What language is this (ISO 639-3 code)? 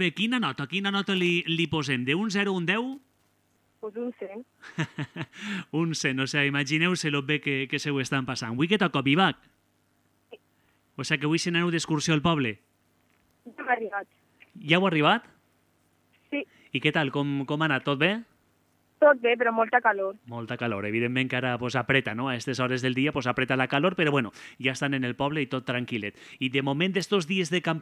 cat